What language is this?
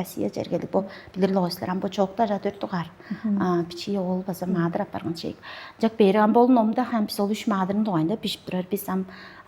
Tuvinian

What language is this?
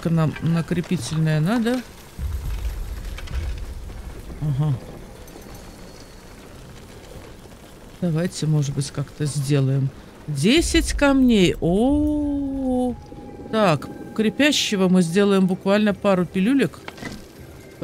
Russian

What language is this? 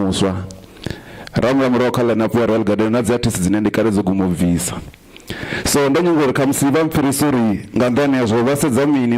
Venda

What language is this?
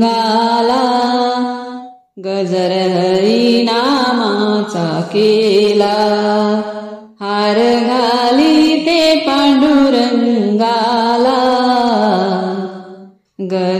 Marathi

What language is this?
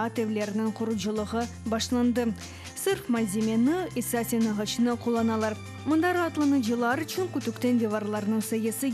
Crimean Tatar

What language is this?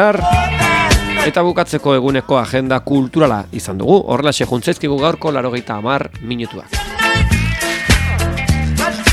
Basque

